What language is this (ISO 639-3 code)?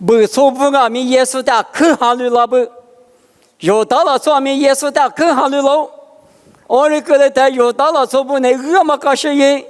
lis